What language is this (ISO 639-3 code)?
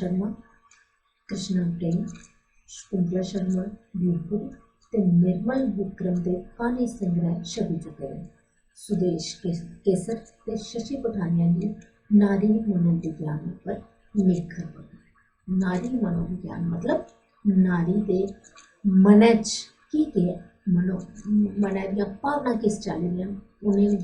doi